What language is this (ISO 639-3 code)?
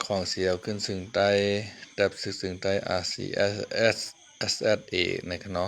shn